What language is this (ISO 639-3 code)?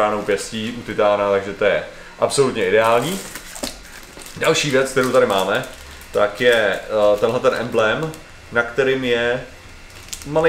ces